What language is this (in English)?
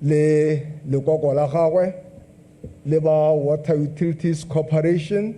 Tswana